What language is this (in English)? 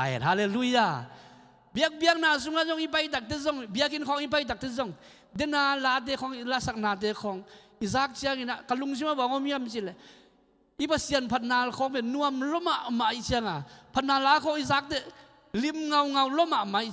Tedim Chin